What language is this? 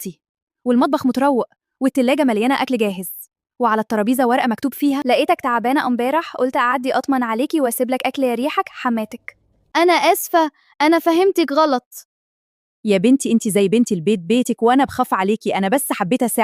Egyptian Arabic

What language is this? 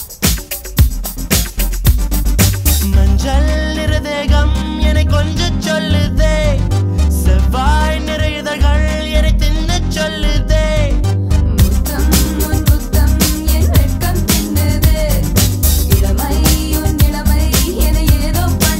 Tamil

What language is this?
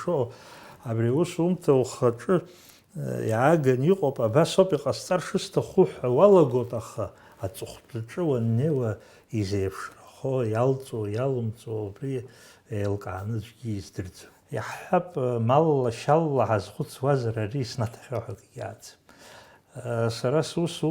Abkhazian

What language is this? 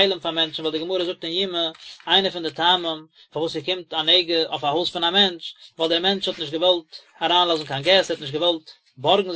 Yiddish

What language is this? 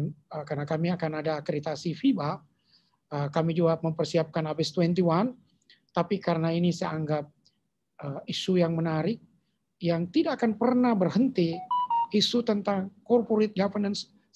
Indonesian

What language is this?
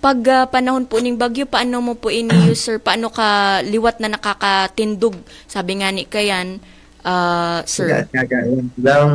Bikol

